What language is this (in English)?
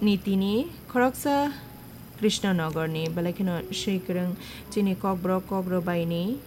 Kok Borok